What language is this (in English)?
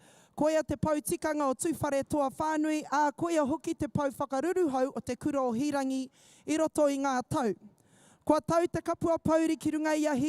Māori